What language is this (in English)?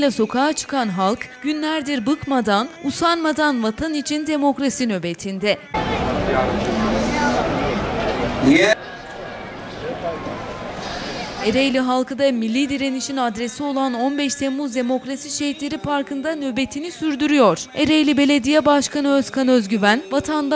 Turkish